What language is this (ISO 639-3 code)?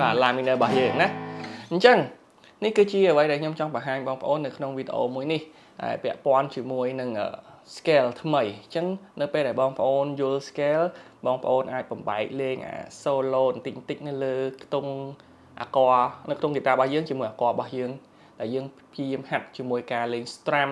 khm